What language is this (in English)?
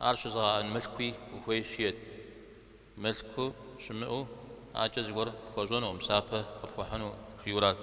Kabardian